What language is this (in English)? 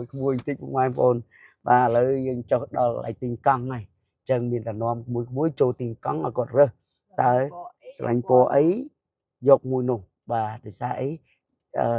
Khmer